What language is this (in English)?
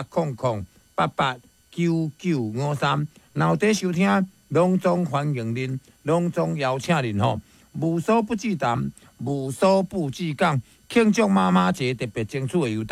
Min Nan Chinese